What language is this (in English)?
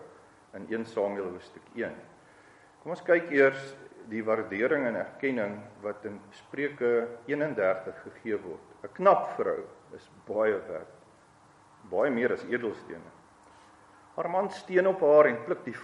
Afrikaans